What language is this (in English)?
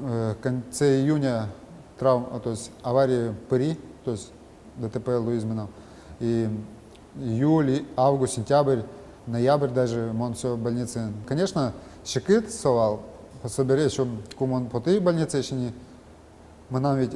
Udmurt